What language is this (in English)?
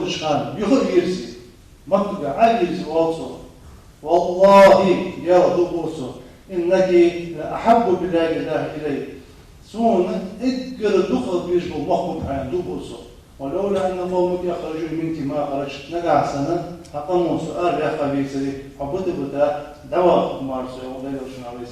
Ingush